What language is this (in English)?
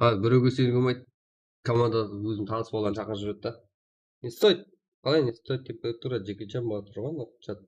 Kara-Kalpak